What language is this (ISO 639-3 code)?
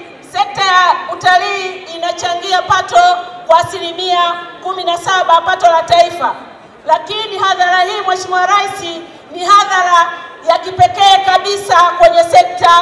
swa